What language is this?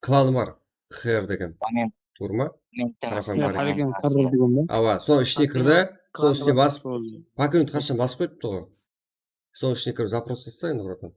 Kara-Kalpak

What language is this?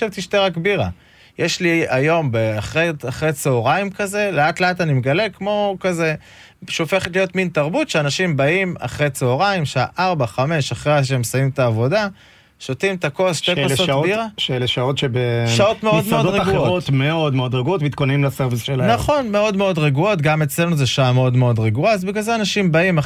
Hebrew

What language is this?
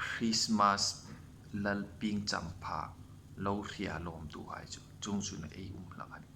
Hmar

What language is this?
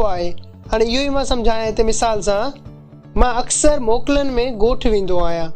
Sindhi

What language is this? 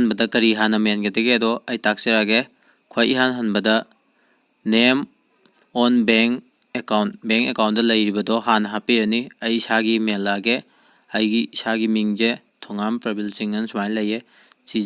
Manipuri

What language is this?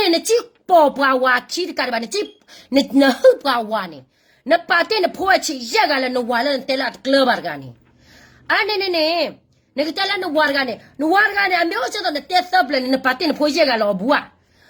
S'gaw Karen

